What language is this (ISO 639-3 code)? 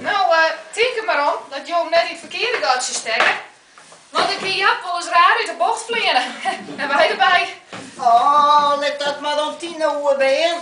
fry